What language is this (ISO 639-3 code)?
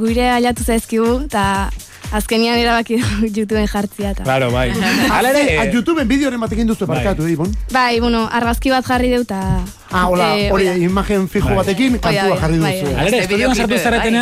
eus